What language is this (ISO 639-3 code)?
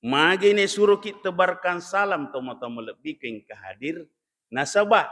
bug